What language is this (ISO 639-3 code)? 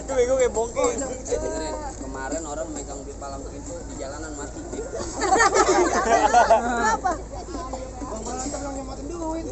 bew